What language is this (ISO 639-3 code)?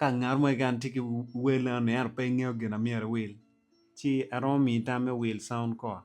ach